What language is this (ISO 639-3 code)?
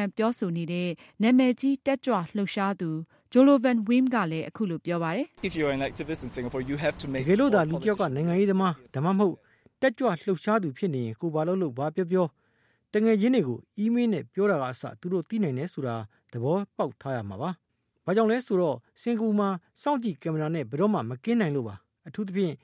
mya